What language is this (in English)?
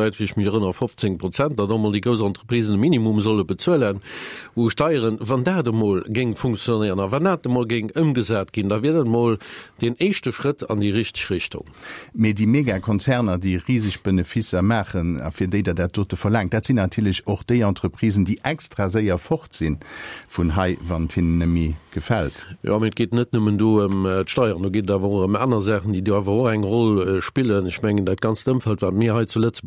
Luxembourgish